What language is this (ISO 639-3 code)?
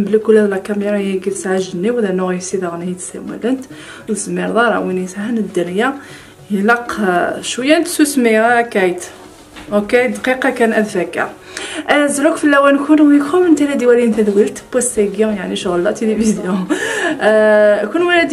kab